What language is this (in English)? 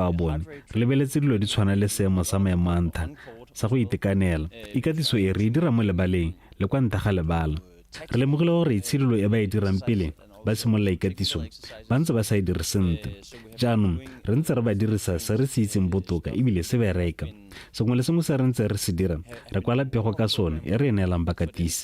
Tswana